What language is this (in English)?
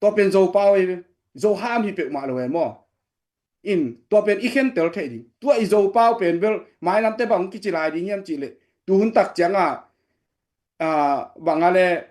Tedim Chin